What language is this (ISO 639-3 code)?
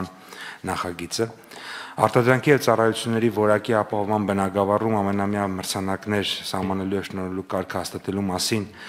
hye